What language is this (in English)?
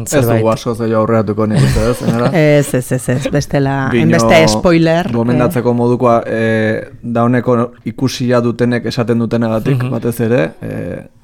Basque